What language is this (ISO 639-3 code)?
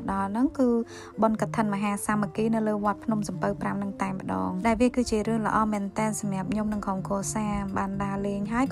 khm